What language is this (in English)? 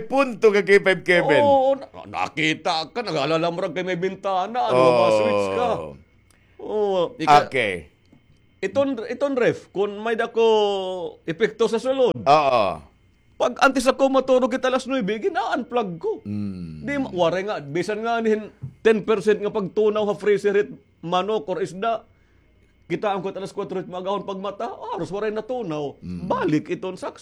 Waray